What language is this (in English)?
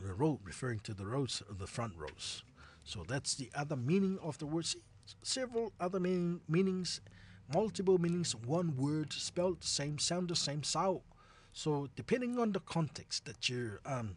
Samoan